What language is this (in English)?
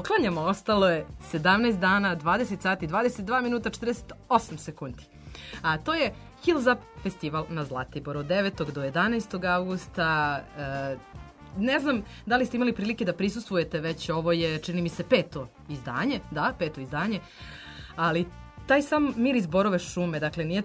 Serbian